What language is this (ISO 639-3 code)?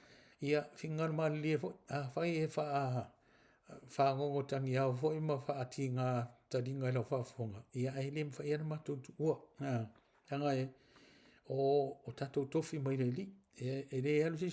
smo